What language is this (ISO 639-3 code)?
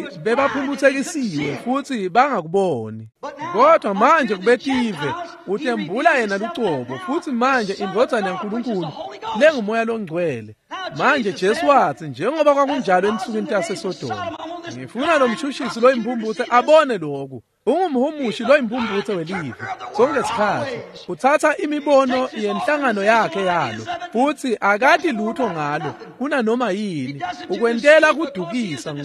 ssw